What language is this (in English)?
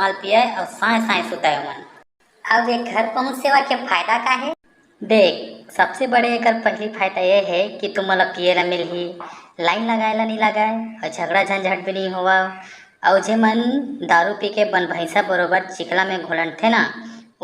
Chhattisgarhi